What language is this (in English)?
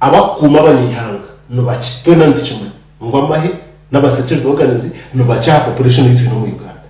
Nyankole